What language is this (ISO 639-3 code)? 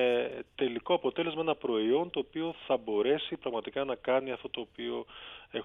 ell